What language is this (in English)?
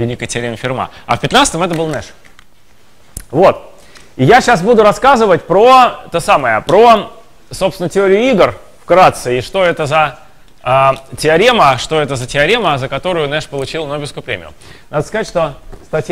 Russian